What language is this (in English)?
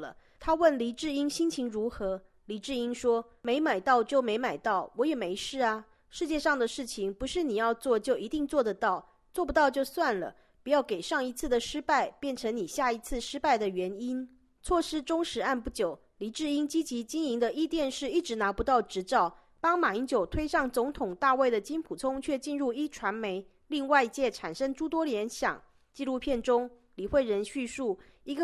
Chinese